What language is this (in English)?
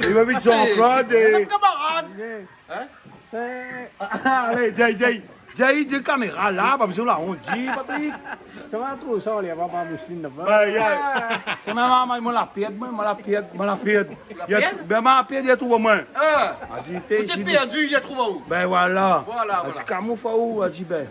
Réunion Creole French